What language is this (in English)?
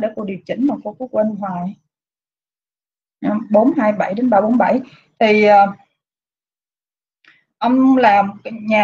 Vietnamese